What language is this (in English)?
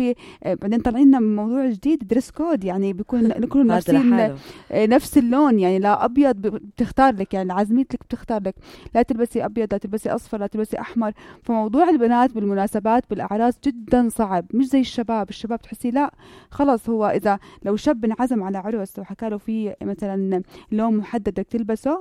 North Levantine Arabic